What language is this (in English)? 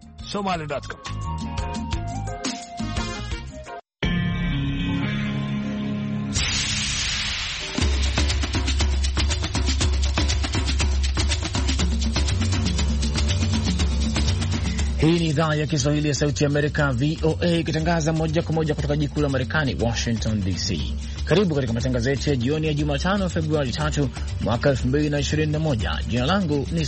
Swahili